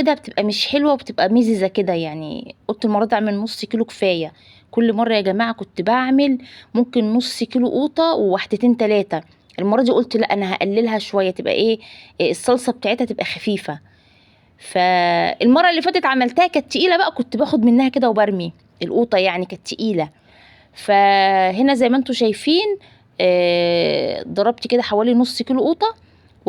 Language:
Egyptian Arabic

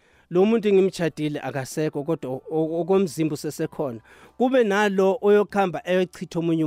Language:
South Ndebele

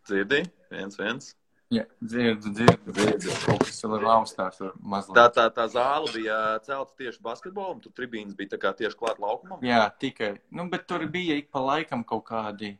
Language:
Latvian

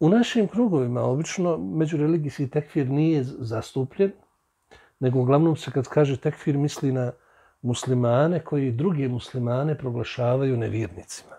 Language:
Bosnian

